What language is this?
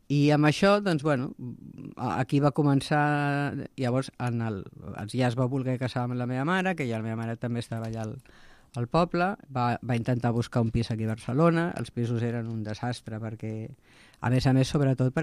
Catalan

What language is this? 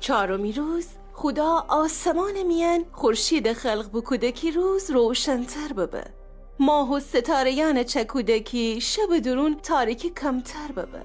Gilaki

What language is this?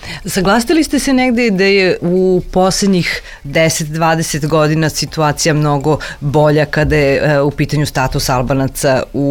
Serbian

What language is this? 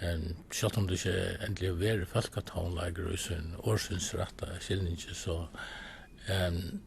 Faroese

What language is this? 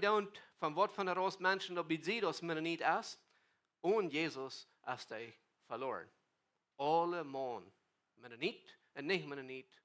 Plautdietsch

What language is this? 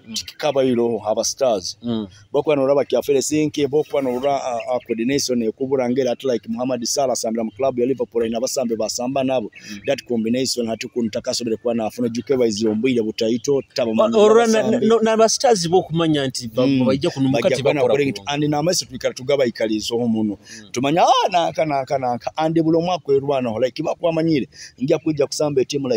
Nyoro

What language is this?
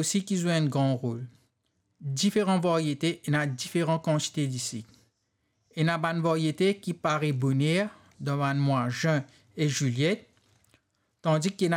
Morisyen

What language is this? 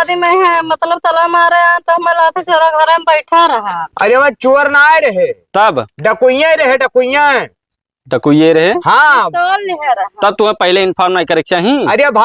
Awadhi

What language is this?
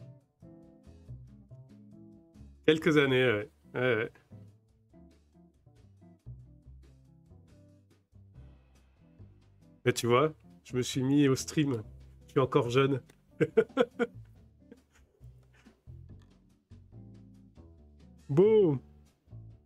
French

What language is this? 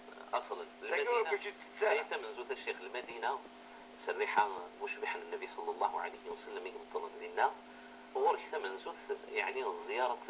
Moroccan Arabic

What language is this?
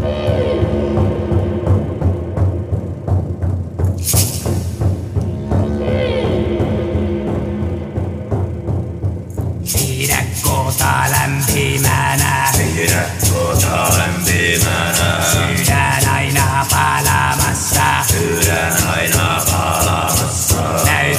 Finnish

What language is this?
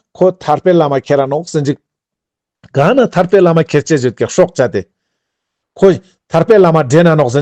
Ladakhi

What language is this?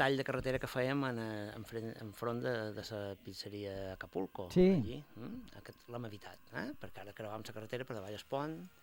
Catalan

